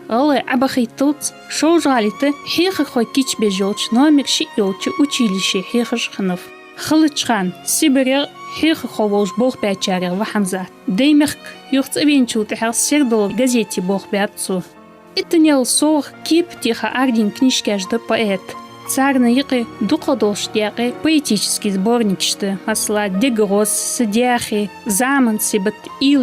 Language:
Ingush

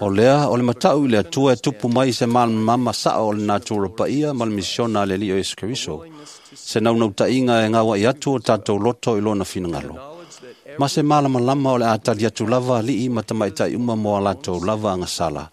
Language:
Samoan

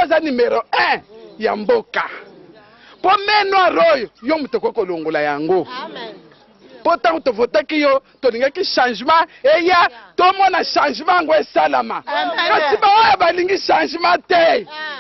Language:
Lingala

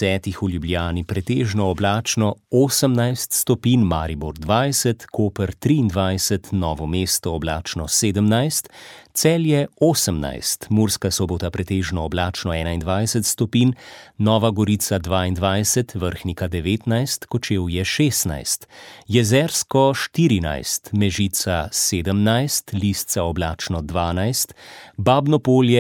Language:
Slovenian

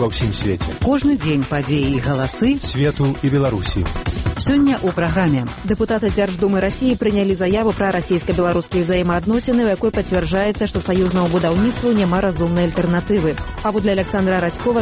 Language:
Belarusian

